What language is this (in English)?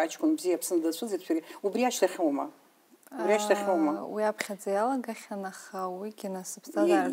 Abkhazian